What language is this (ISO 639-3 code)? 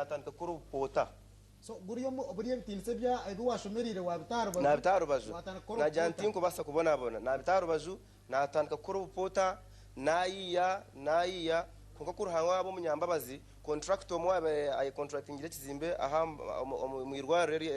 nyn